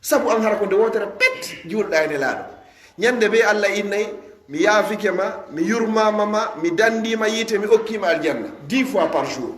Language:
Fula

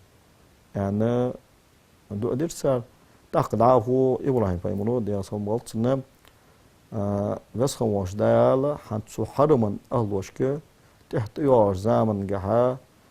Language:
Ingush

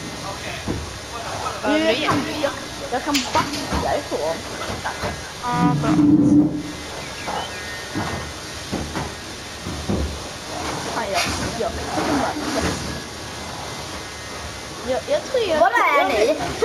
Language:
Swedish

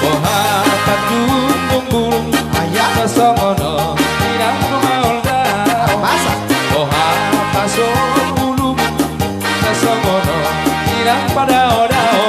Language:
Batak Toba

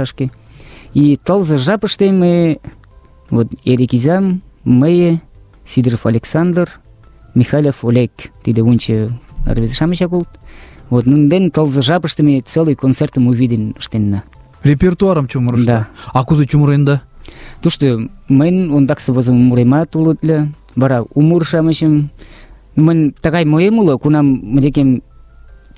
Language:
Mari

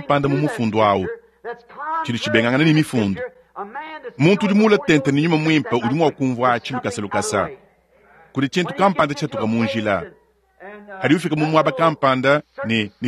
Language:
Luba-Lulua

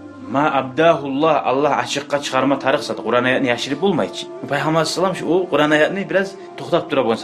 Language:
Kumyk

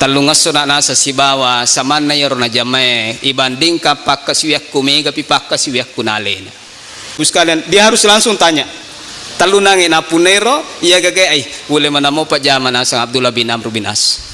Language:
Buginese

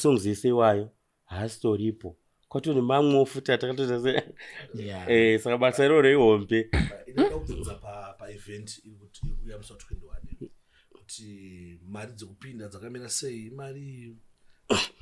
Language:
Shona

